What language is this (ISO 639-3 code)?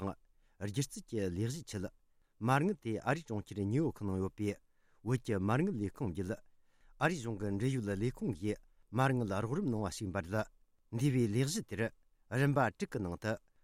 bod